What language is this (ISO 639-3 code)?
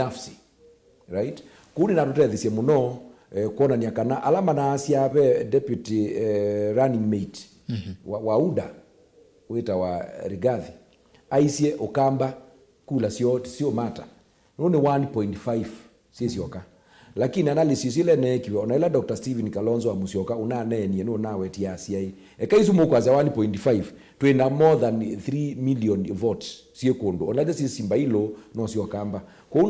kam